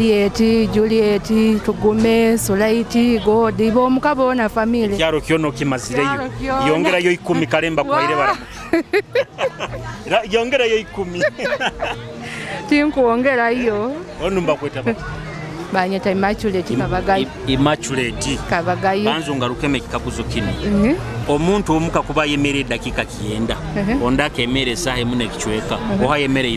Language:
Nyoro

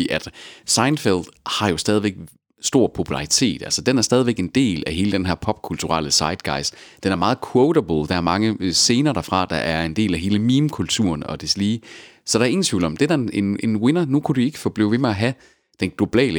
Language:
Danish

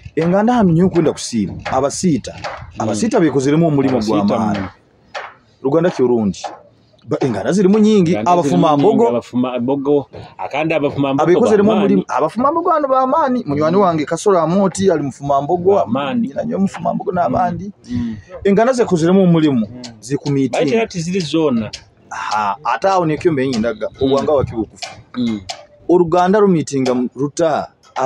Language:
Nyoro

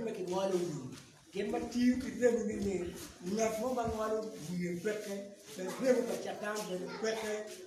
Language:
Acoli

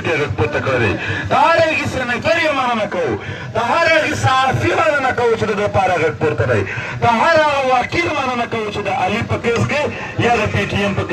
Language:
Pashto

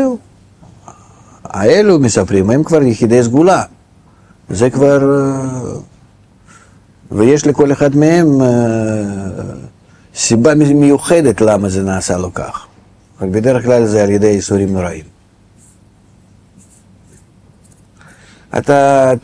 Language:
Hebrew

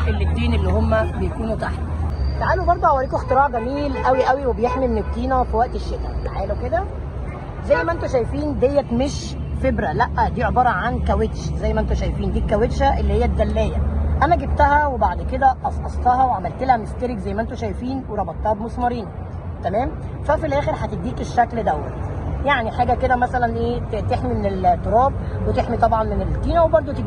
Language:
Egyptian Arabic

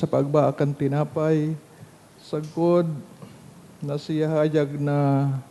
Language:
Bikol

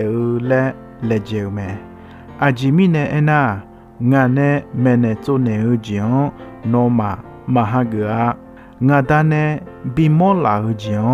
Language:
Akha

